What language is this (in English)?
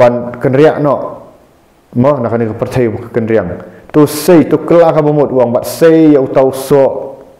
Khasi